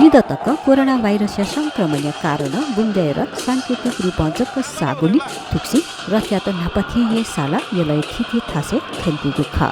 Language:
Newari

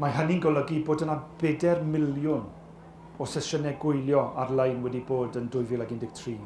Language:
Welsh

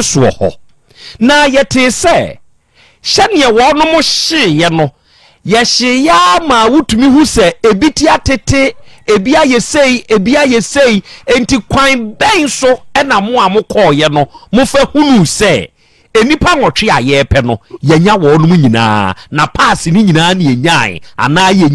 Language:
Akan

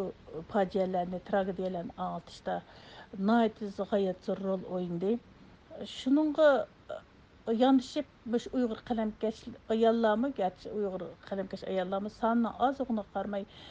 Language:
Uyghur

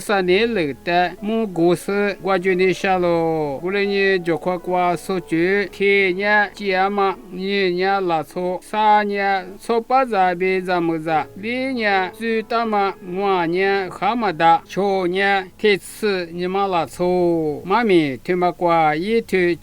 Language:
Lisu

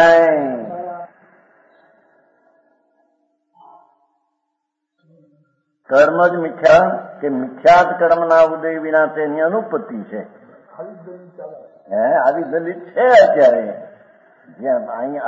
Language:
Gujarati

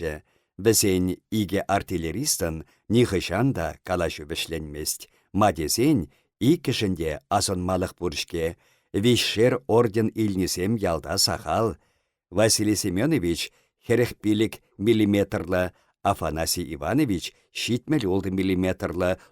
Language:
Chuvash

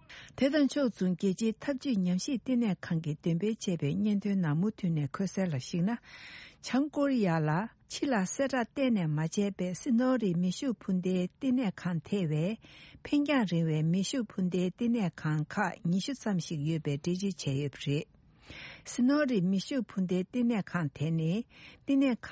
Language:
Tibetan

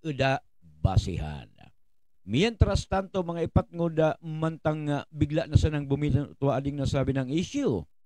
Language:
Buhi'non Bikol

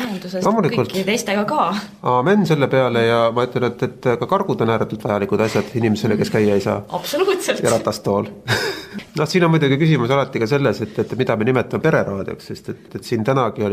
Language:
Estonian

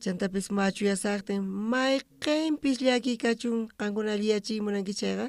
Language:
South Bolivian Quechua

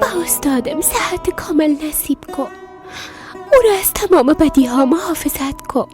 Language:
Persian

